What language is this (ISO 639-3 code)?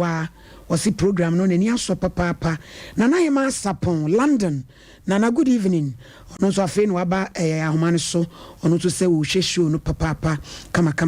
aka